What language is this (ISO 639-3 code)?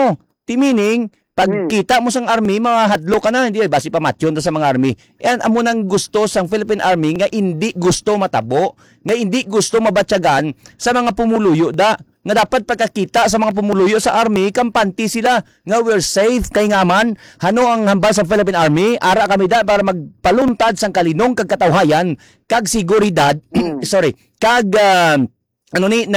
hil